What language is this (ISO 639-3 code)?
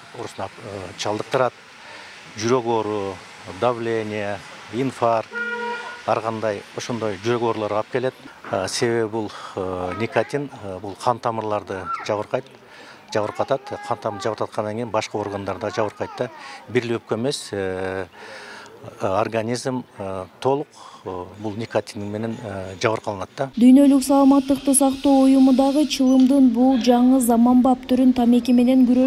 kir